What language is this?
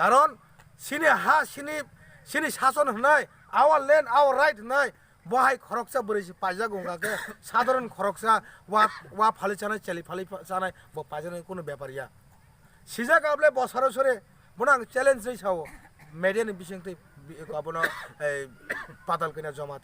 Kok Borok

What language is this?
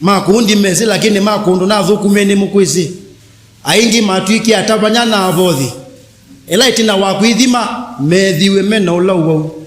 Kamba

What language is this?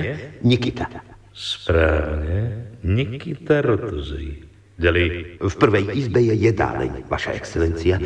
Slovak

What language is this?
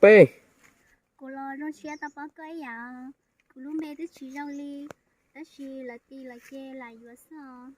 Hmong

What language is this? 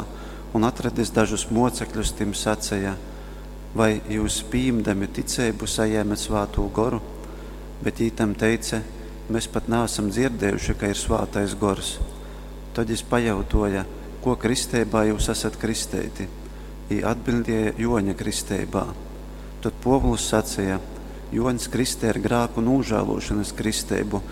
Latgalian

